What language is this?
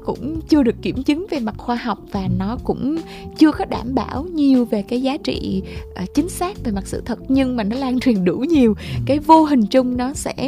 Vietnamese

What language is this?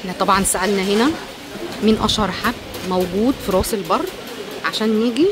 Egyptian Arabic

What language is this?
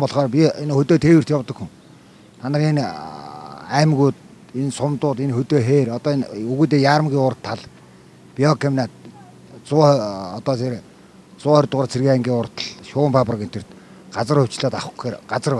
Mongolian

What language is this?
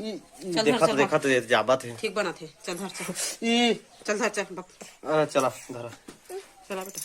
Chhattisgarhi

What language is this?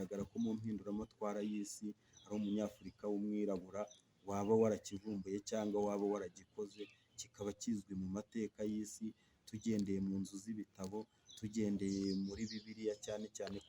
Kinyarwanda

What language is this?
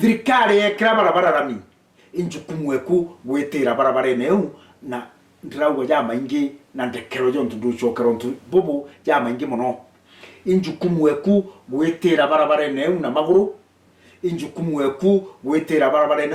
Meru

